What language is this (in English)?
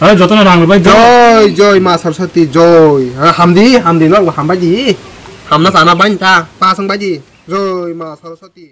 Kok Borok